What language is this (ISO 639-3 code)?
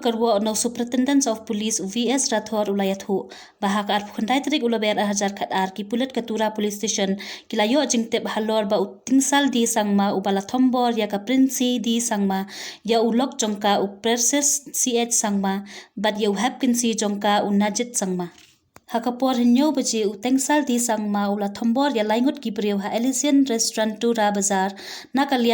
kha